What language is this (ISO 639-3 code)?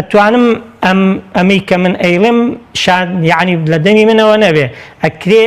ckb